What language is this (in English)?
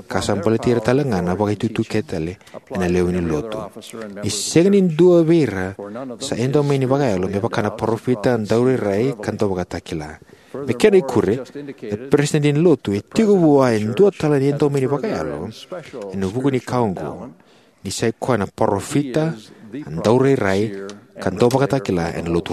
Fijian